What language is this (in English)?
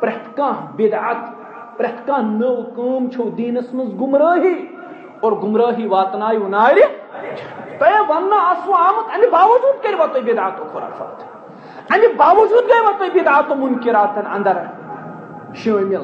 Kashmiri